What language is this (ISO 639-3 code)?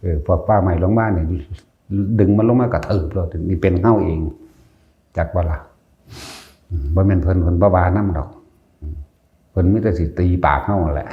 tts